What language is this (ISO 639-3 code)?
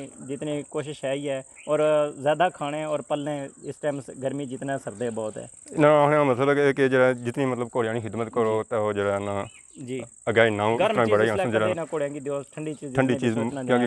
phr